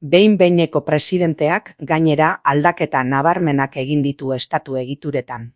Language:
Basque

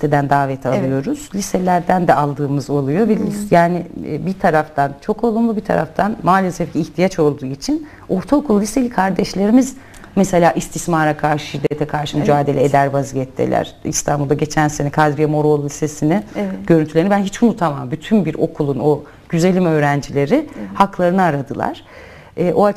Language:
Turkish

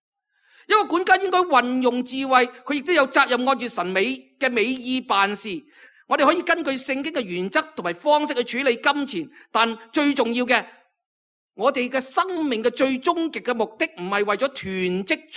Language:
Cantonese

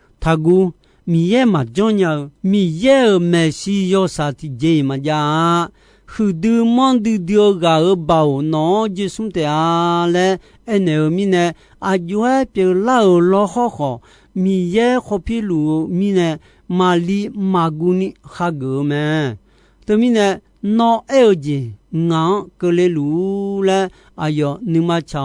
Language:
Akha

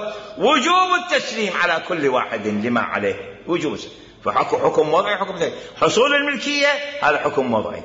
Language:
Mesopotamian Arabic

